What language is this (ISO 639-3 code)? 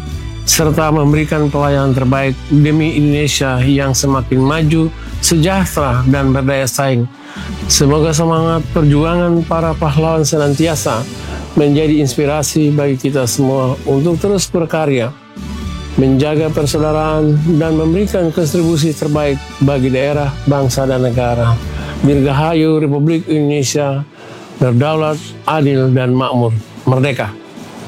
ind